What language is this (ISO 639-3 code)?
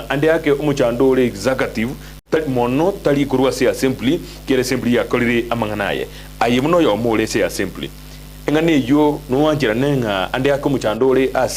guz